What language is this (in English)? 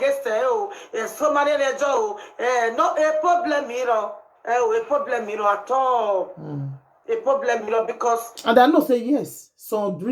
Nigerian Pidgin